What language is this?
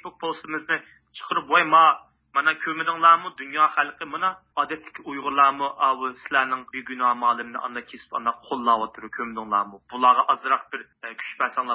Uyghur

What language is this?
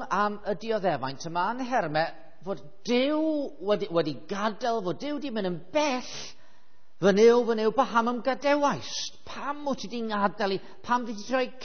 Welsh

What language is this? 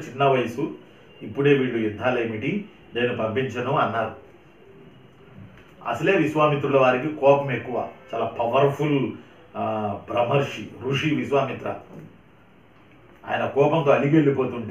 Telugu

